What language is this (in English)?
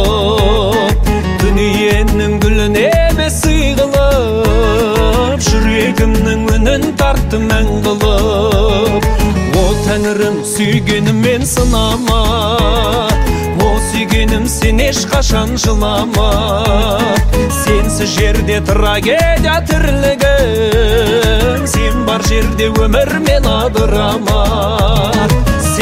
Kazakh